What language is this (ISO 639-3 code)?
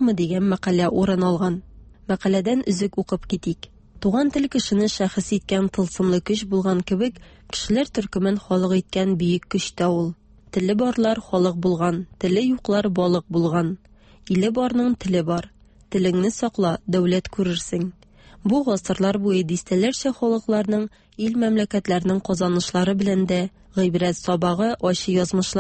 tat